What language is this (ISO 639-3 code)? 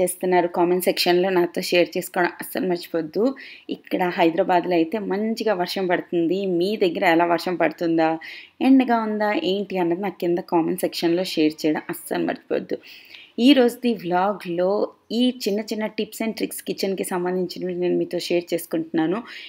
tel